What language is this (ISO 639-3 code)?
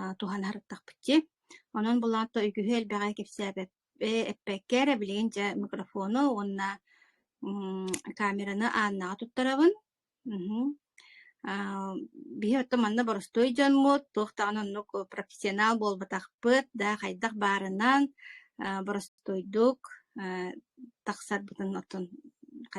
sah